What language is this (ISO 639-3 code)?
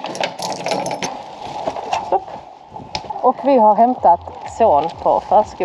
swe